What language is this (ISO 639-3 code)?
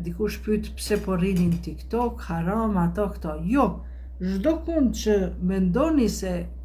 sqi